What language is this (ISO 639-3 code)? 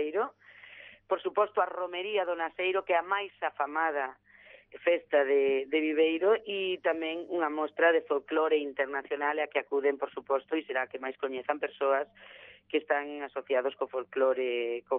glg